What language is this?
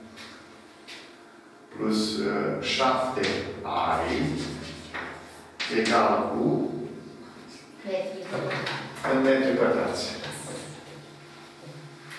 Romanian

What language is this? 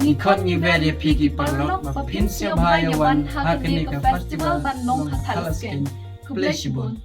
Khasi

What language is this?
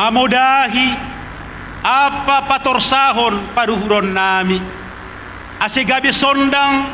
Batak Simalungun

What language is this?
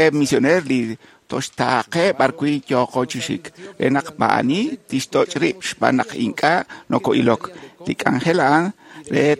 Kekchí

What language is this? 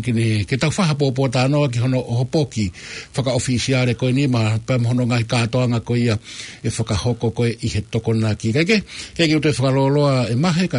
Tongan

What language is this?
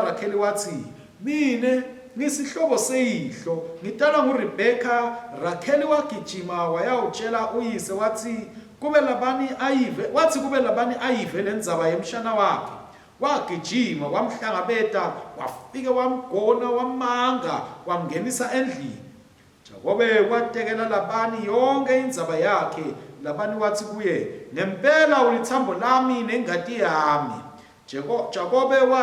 Swati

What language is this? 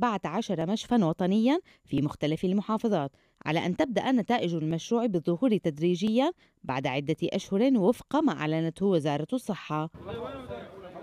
Arabic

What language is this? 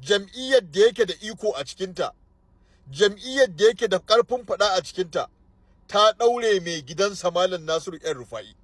Hausa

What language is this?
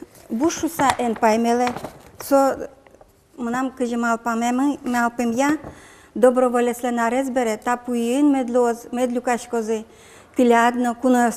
Udmurt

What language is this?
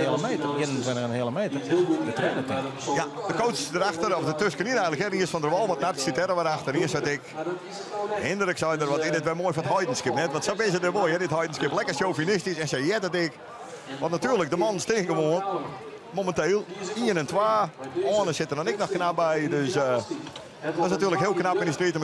Western Frisian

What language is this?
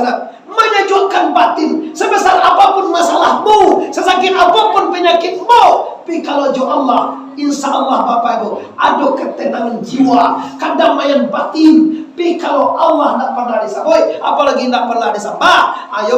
Minangkabau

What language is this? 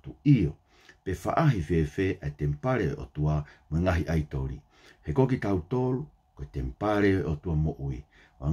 Tongan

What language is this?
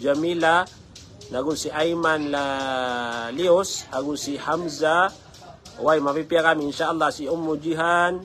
Maranao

